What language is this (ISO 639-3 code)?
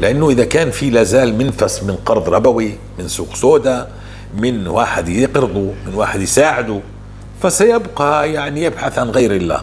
apc